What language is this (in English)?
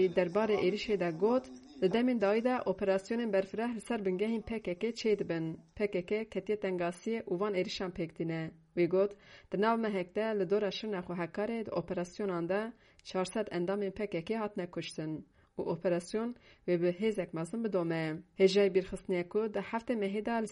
Kurdish